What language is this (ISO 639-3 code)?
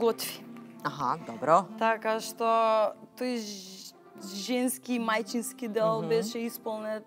mkd